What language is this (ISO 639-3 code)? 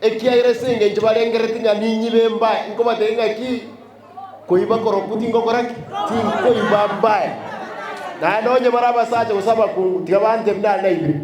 guz